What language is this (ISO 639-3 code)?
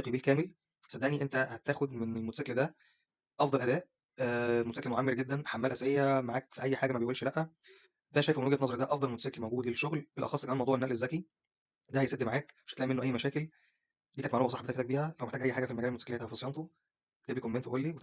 arz